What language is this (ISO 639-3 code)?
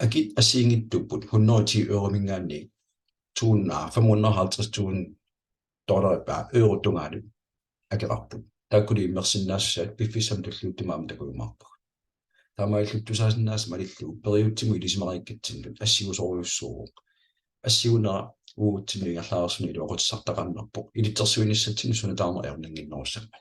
kal